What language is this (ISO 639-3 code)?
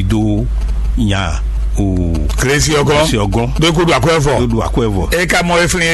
fon